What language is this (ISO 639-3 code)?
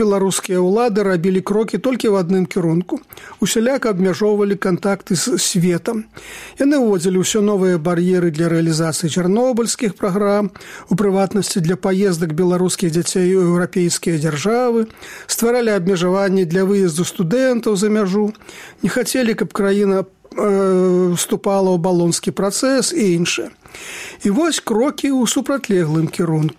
bel